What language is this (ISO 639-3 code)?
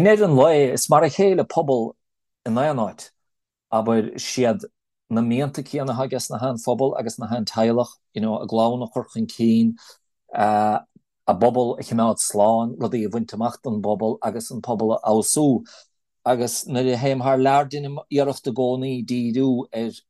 gle